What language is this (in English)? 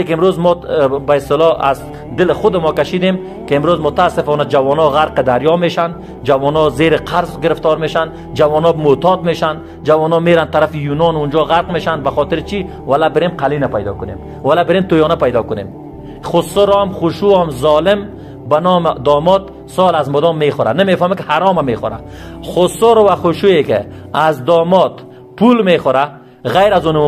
Persian